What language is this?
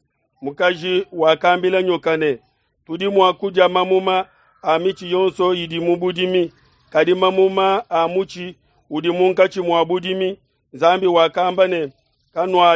Luba-Lulua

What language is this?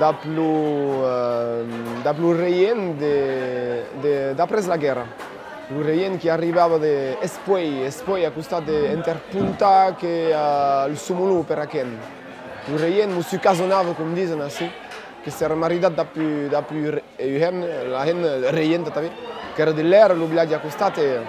Occitan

